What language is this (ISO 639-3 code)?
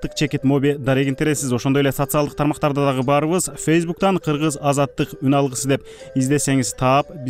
kir